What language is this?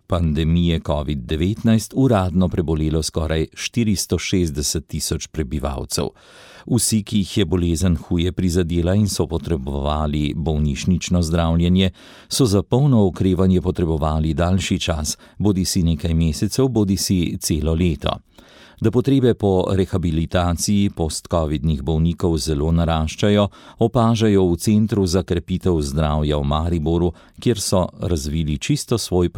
Slovenian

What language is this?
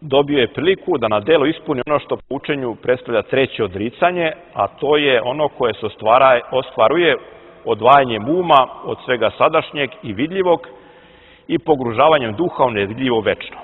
Serbian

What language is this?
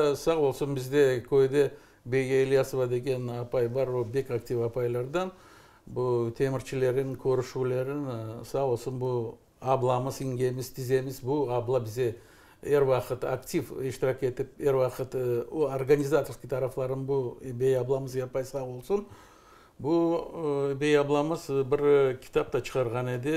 Crimean Tatar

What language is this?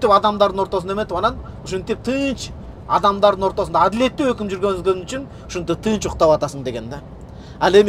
Kyrgyz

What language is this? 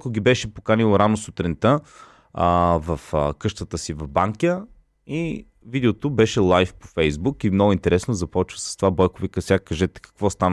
Bulgarian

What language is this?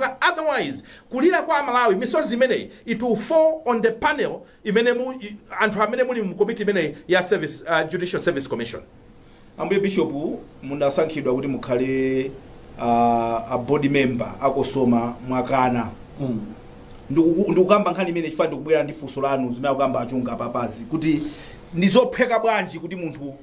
Nyanja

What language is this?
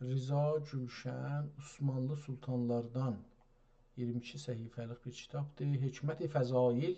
South Azerbaijani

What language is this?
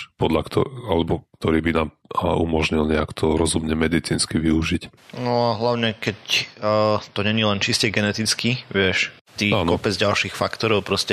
Slovak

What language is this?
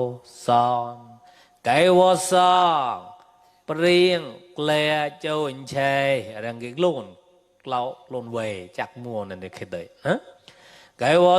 Mon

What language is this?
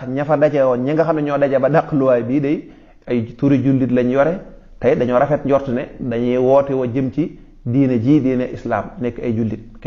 Wolof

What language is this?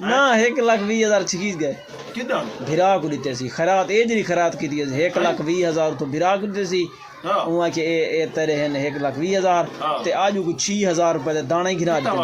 Saraiki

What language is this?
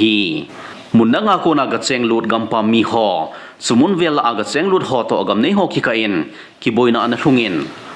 Thado Chin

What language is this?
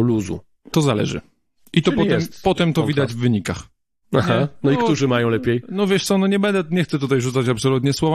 Polish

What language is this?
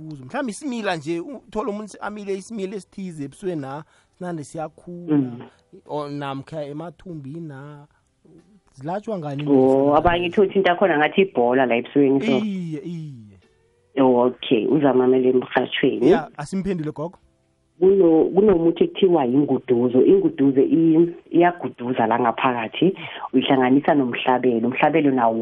South Ndebele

